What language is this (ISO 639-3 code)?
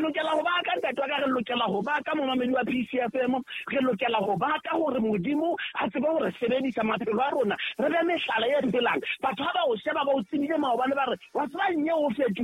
sot